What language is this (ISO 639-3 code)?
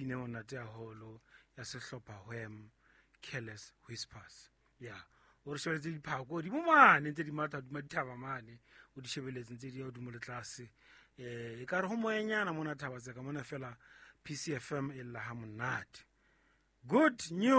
sot